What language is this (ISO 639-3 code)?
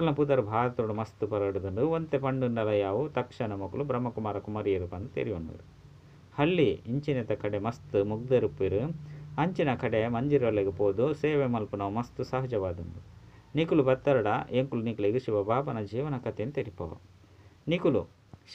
tcy